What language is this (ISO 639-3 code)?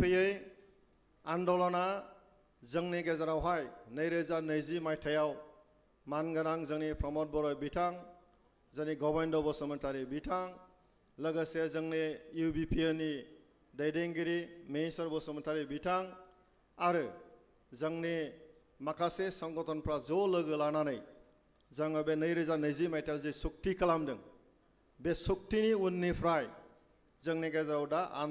brx